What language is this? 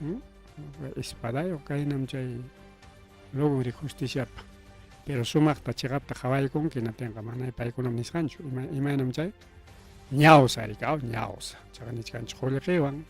Ayacucho Quechua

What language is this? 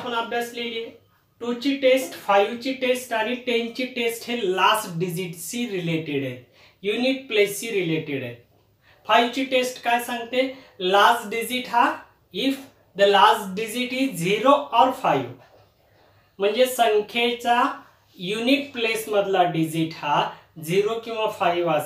Marathi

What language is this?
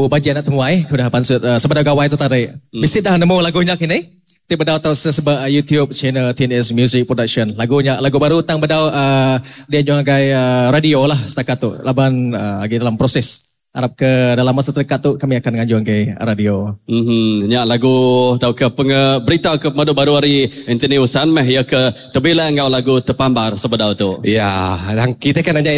Iban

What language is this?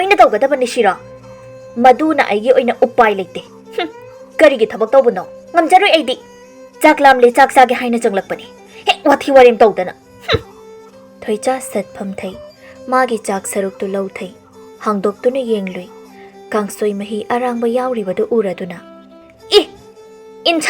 Manipuri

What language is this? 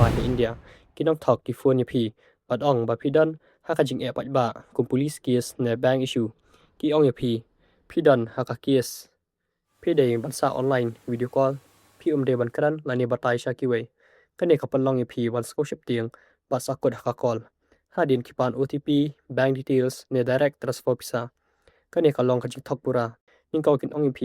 Khasi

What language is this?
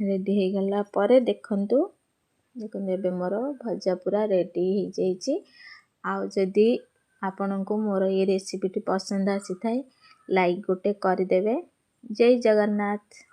Odia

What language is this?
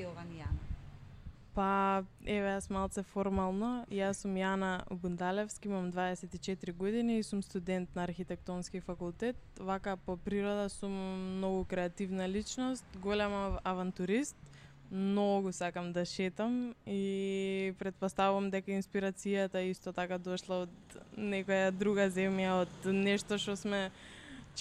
Macedonian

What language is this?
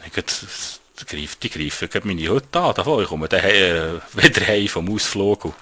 Swiss German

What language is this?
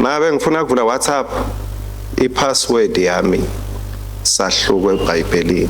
Swati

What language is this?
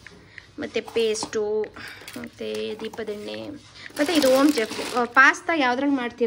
Kannada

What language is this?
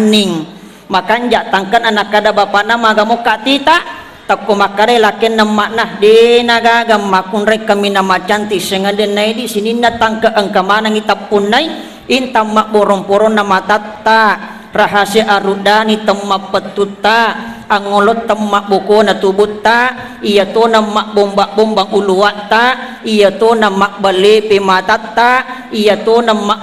Buginese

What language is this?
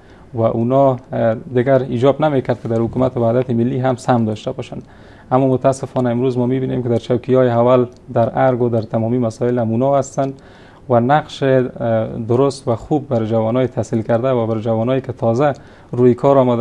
Persian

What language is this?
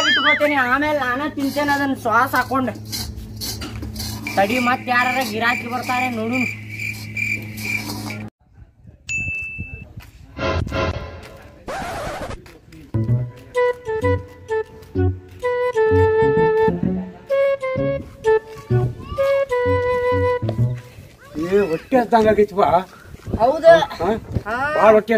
Kannada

